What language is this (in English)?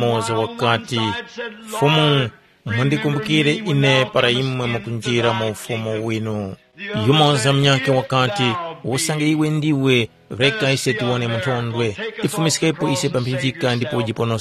Tumbuka